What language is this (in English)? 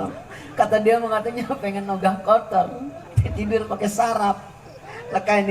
Betawi